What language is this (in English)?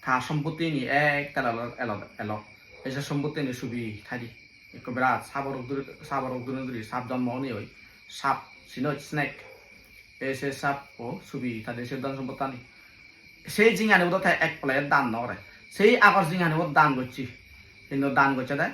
Chakma